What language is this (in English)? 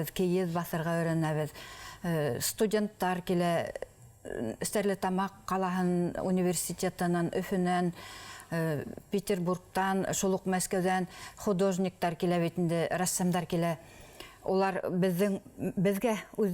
Bashkir